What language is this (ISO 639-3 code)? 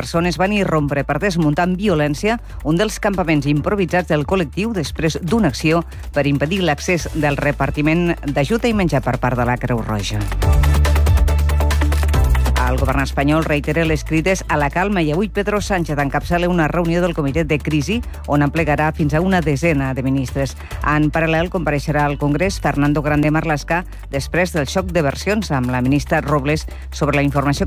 cat